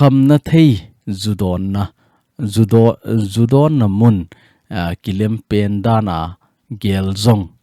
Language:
Thado Chin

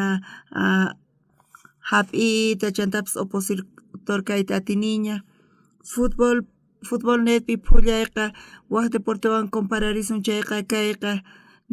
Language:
South Bolivian Quechua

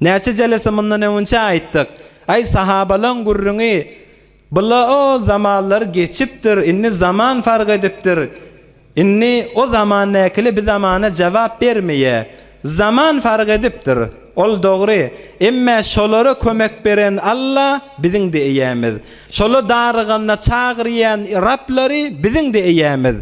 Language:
Turkmen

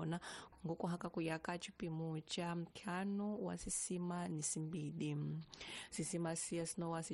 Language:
Tsonga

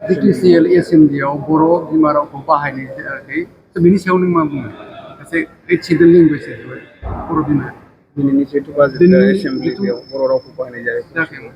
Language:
Bodo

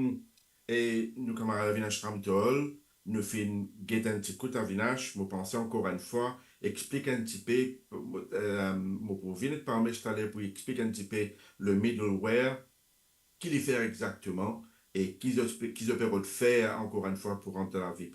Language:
Morisyen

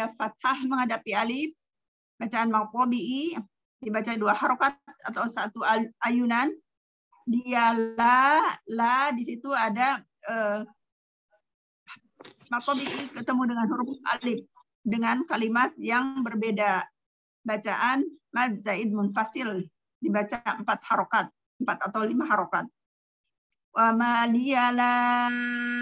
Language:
Indonesian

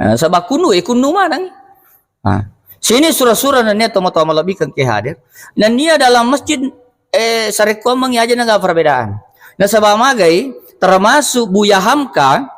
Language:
Buginese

